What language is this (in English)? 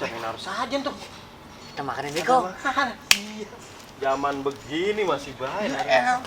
Betawi